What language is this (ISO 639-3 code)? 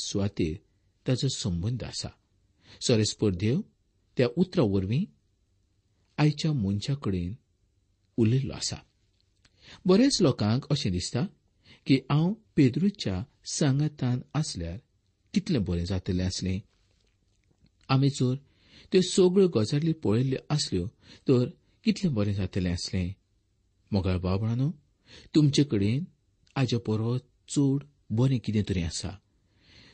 kok